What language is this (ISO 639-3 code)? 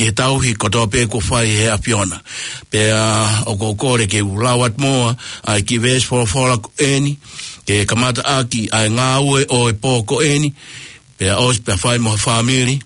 ton